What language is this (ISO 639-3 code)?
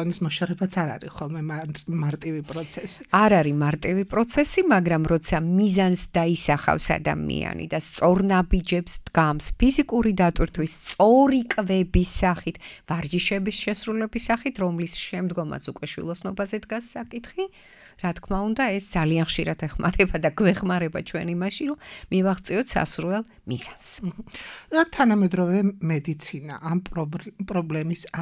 kat